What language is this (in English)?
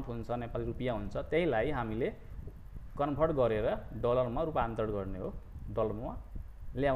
Nepali